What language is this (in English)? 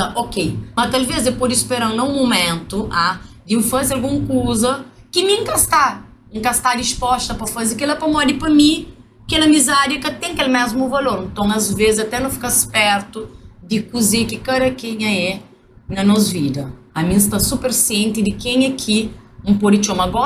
Kabuverdianu